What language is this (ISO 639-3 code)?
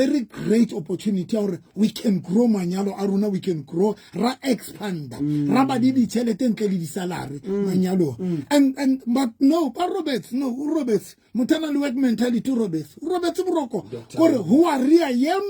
sot